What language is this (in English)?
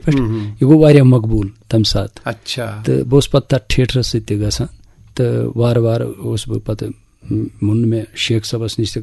Kashmiri